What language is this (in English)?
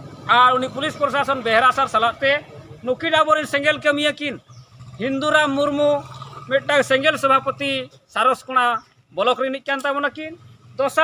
Santali